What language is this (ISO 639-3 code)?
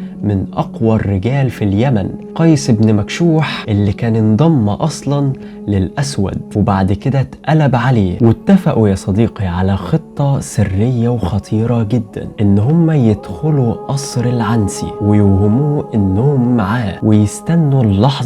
arz